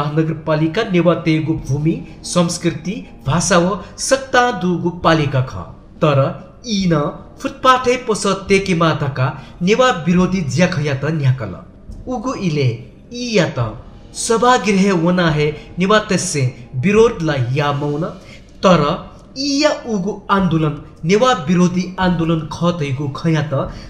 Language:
Newari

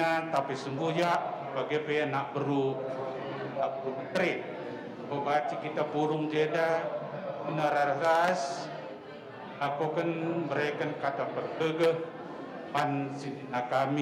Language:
Batak Karo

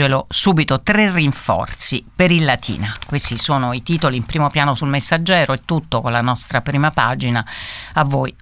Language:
Italian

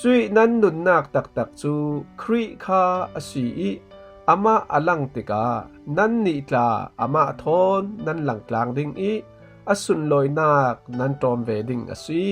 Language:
Falam Chin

